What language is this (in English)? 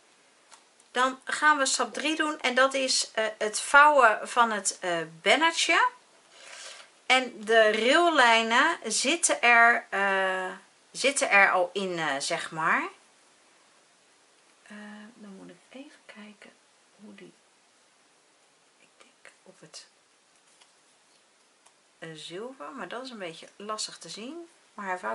Dutch